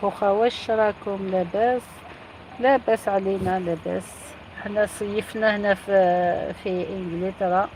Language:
Algerian Arabic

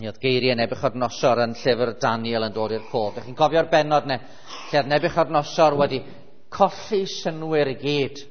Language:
Welsh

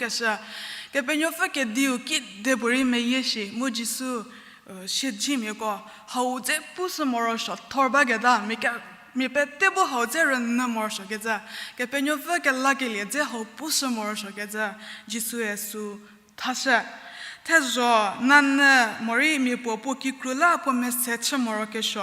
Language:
Angami Naga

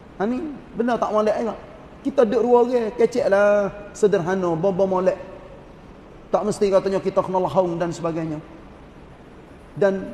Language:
Malay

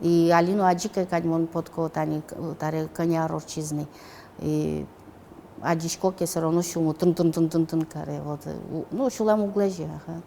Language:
Udmurt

